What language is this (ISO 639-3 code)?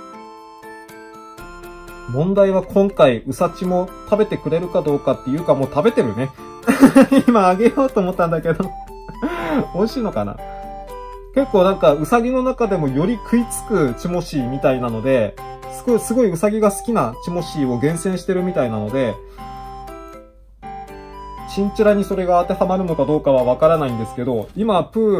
jpn